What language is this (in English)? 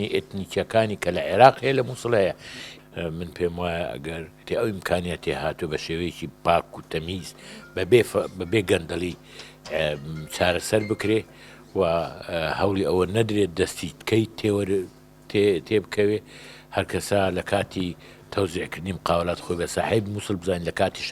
Central Kurdish